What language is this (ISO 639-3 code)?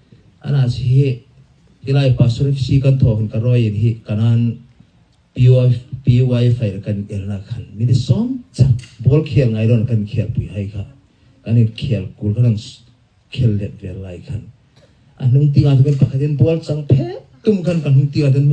hmr